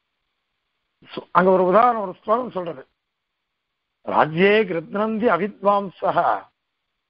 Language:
Tamil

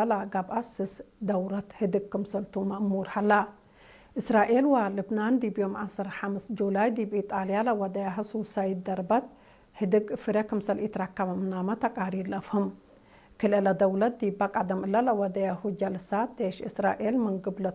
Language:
Tigre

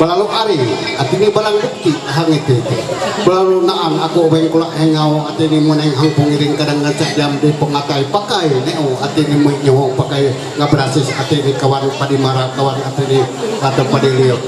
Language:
Ma'anyan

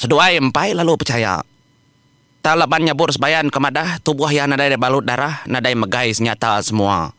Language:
Iban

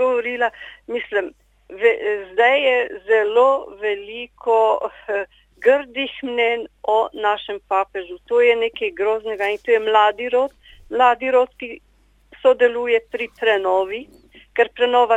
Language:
Slovenian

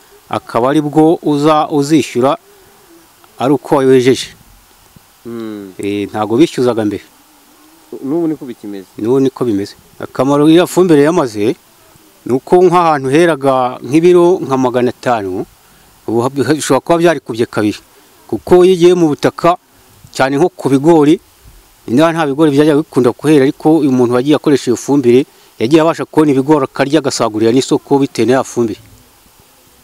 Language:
Kinyarwanda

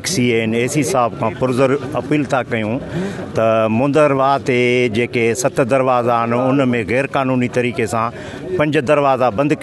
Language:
Sindhi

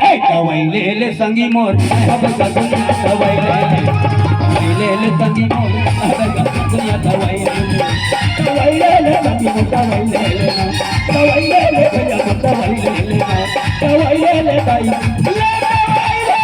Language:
Chhattisgarhi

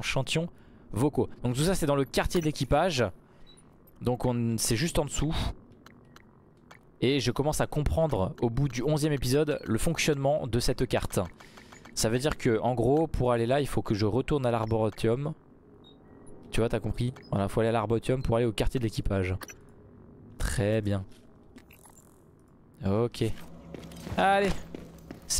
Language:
French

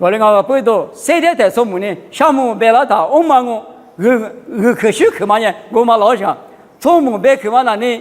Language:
Lisu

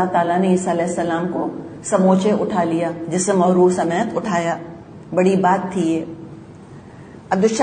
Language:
Urdu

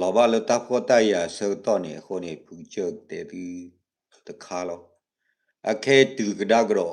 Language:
S'gaw Karen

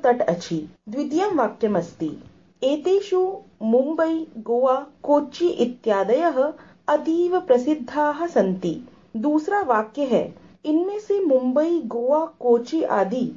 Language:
Sanskrit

